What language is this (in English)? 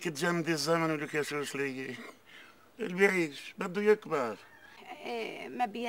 North Levantine Arabic